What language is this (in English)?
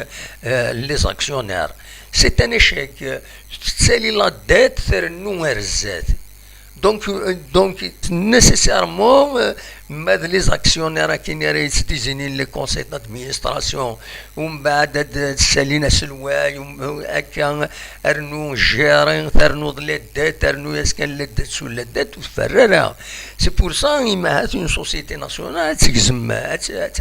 Kabyle